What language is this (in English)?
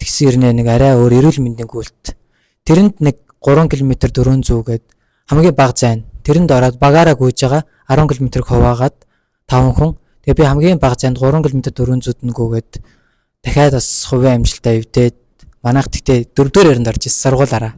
Mongolian